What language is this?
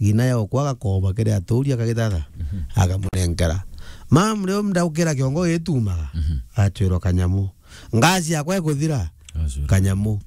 Meru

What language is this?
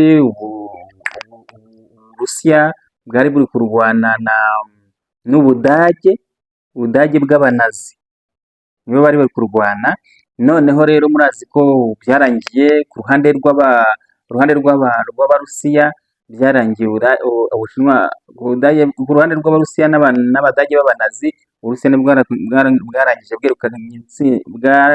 Kinyarwanda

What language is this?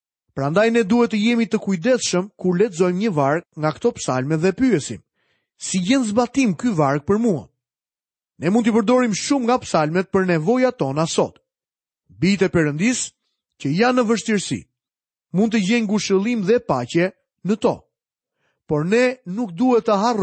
Albanian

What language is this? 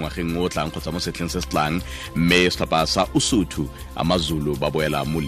Tswana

